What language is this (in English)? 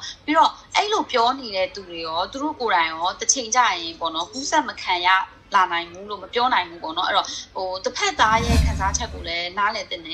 Burmese